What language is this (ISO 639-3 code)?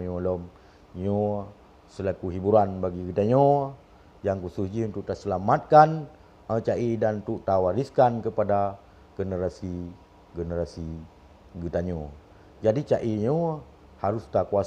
ace